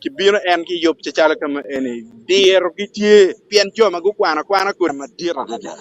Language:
Acoli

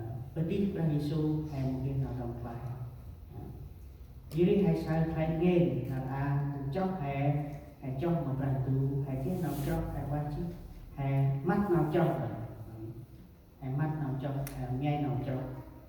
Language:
Central Mnong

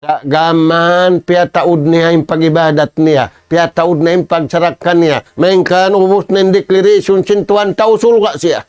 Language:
Tausug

